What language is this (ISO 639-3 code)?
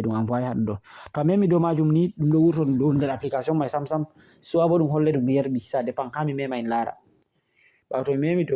ful